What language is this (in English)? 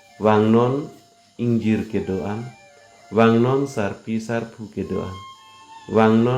Karbi